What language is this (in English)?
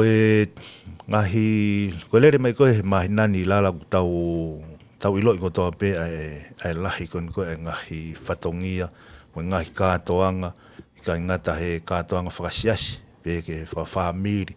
Tongan